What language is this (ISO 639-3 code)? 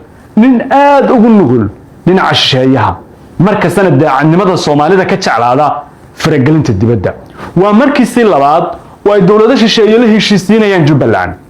som